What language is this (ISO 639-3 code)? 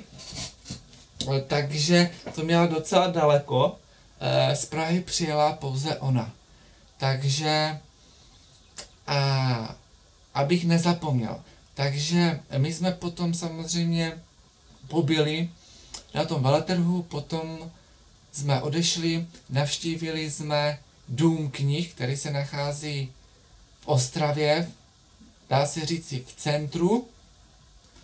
ces